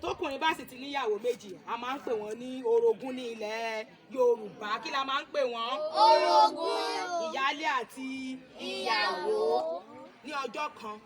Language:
Yoruba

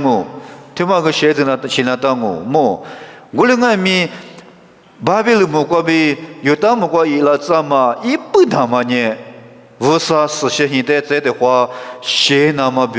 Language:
Lisu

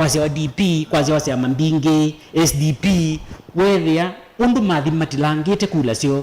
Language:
Kamba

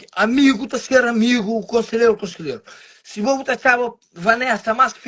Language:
Kabuverdianu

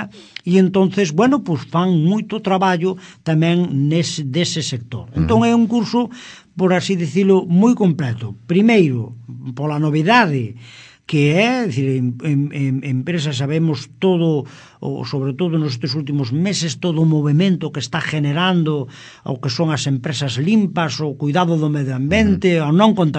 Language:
Galician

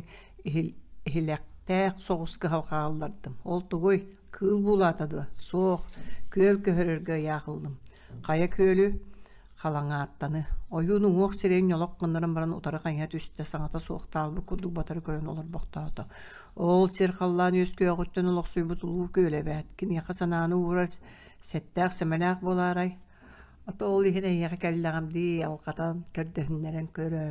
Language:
Yakut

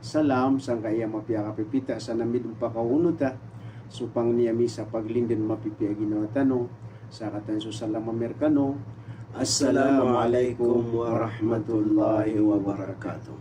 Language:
Maranao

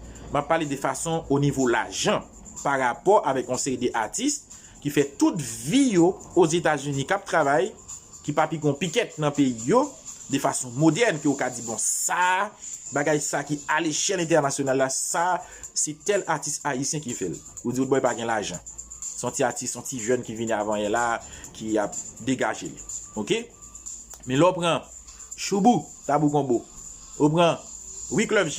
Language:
Haitian Creole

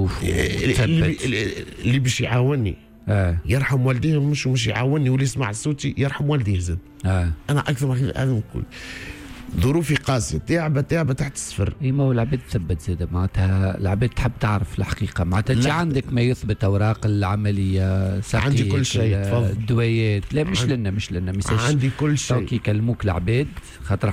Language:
Tunisian Arabic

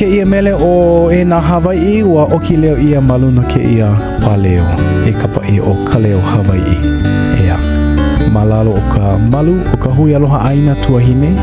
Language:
Hawaiian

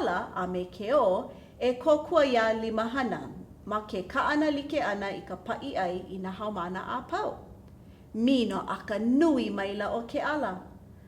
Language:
Hawaiian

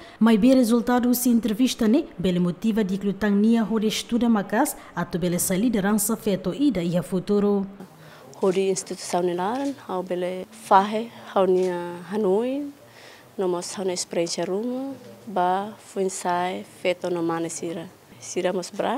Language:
Tetum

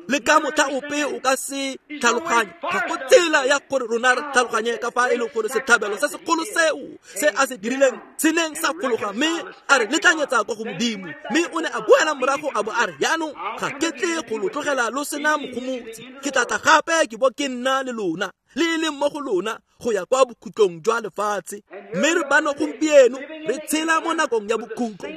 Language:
Tswana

